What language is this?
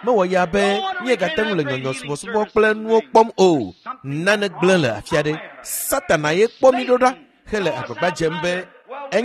Ewe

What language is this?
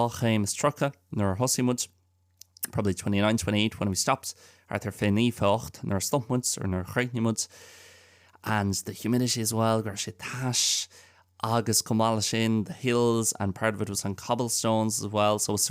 Irish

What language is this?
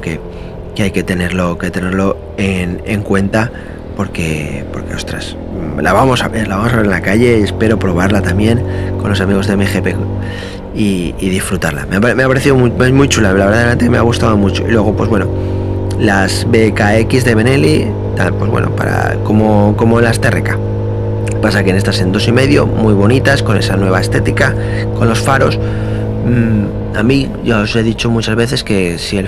Spanish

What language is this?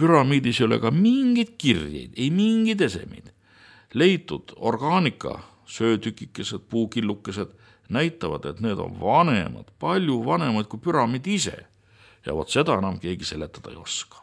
Estonian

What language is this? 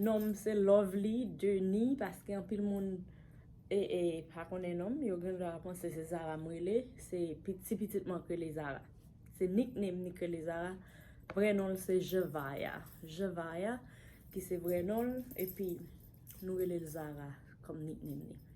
Haitian Creole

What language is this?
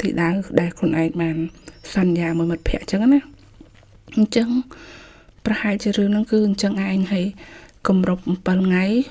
Khmer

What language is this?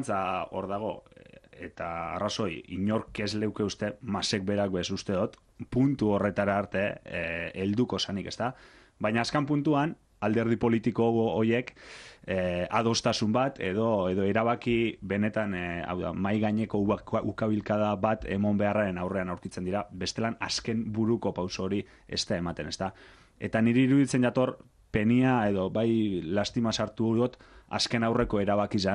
Basque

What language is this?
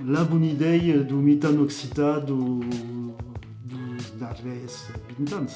Occitan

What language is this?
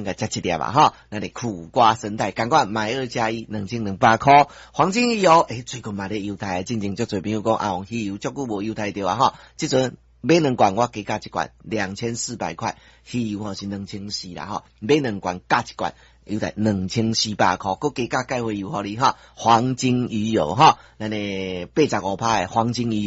Min Nan Chinese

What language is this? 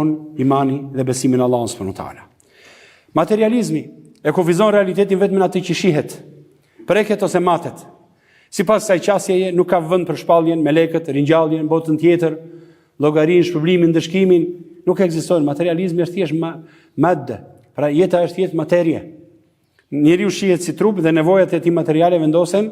Albanian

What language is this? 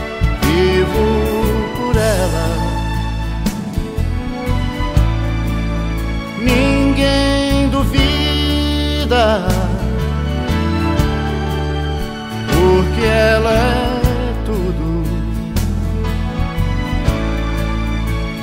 Portuguese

